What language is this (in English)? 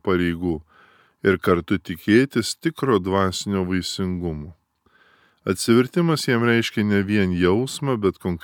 Lithuanian